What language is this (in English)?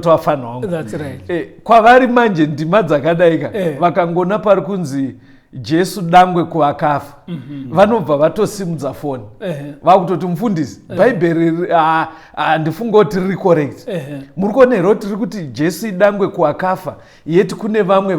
Shona